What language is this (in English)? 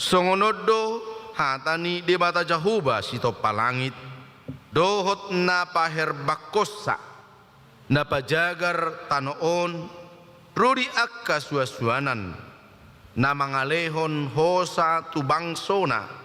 Batak Toba